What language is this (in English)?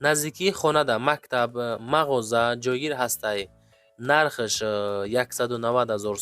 Tajik